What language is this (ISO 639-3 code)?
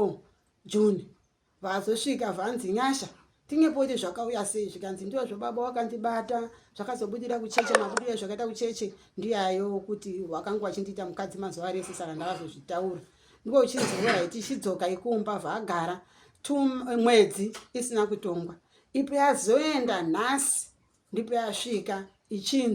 sna